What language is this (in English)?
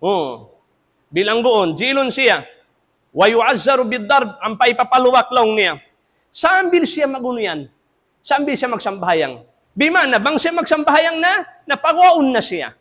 Tausug